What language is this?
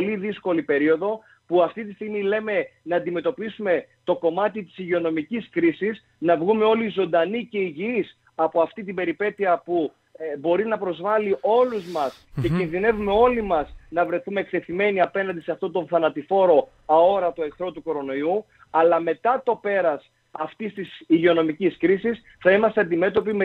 Greek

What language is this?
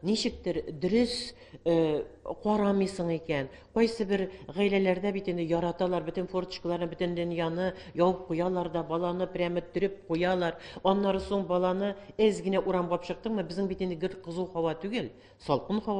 Tatar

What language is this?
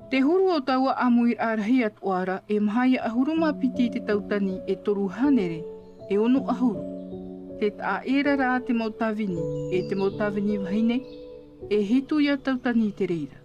Tahitian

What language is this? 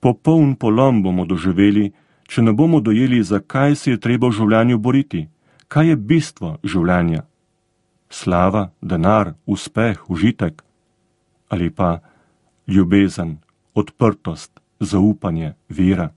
Slovenian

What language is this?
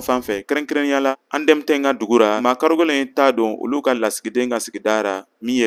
Bambara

